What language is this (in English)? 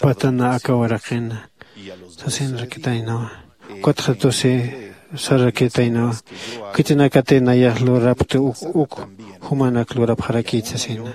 Aymara